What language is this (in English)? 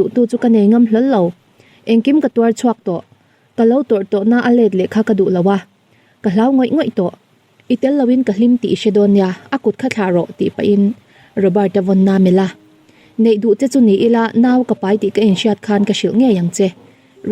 Mizo